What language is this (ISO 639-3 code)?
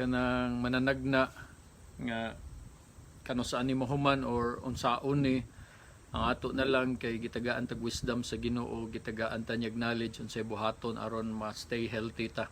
ceb